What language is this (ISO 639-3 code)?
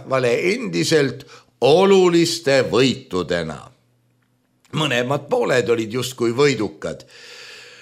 est